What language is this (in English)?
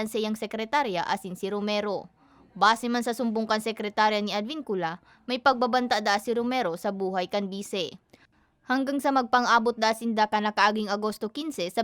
Bikol